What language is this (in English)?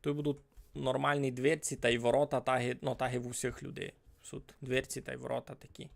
Rusyn